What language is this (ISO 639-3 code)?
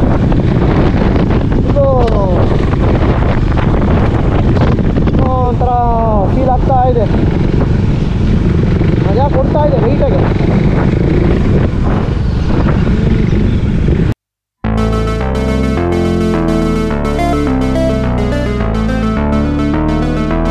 kan